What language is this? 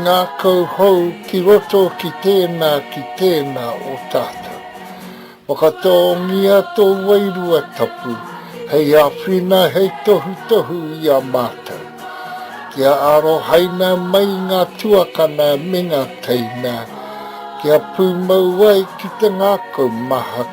Māori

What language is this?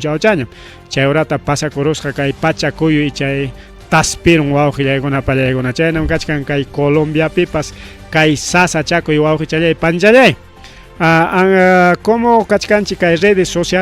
Ayacucho Quechua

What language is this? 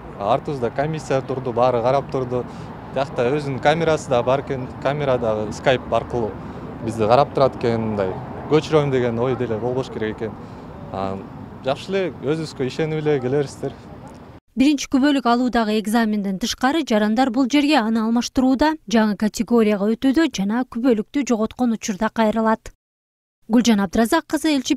Kyrgyz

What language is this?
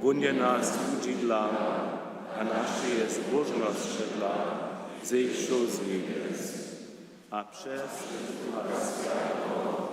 Upper Sorbian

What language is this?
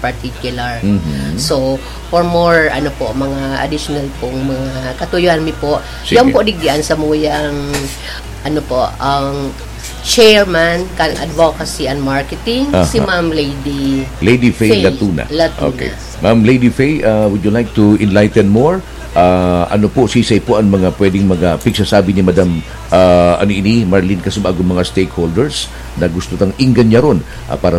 Bikol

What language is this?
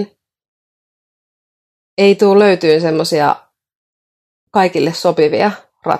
Finnish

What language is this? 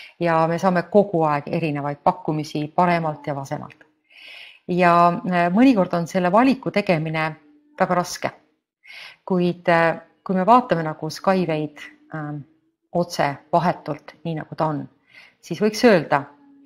Estonian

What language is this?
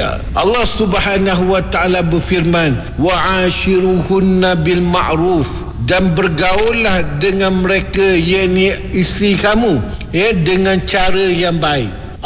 Malay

